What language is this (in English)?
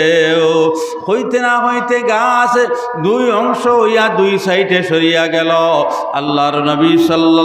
Sylheti